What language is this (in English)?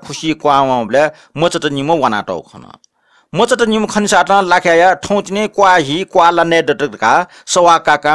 Newari